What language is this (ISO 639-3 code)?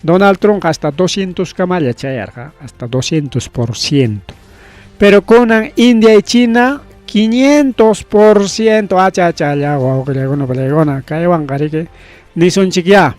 quy